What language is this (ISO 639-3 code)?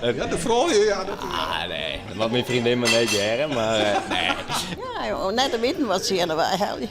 fry